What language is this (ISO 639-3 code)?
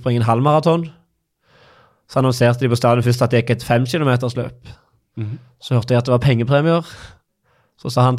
nor